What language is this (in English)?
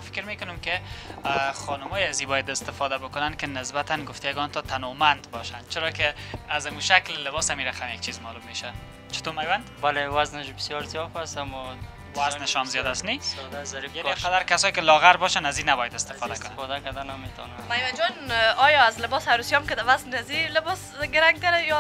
Persian